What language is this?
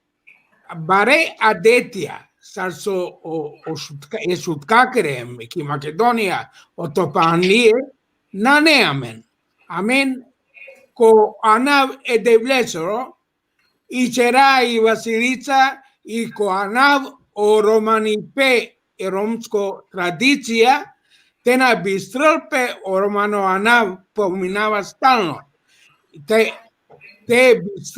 Balkan Romani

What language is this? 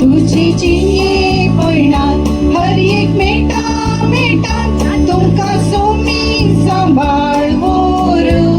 Konkani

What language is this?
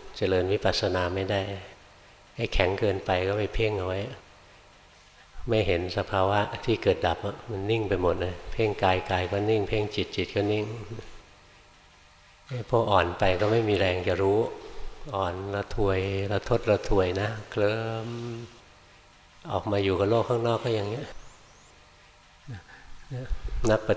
Thai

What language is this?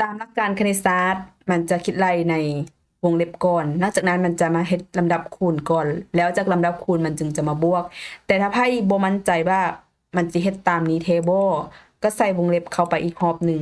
Lao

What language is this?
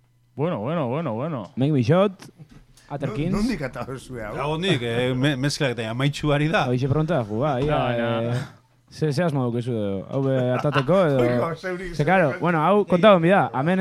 Basque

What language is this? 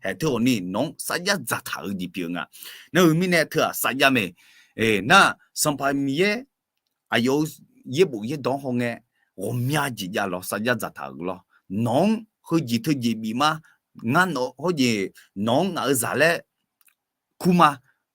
Akha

